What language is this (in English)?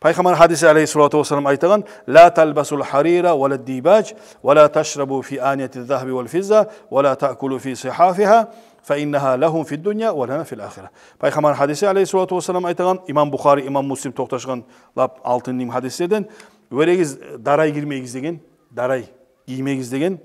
Kumyk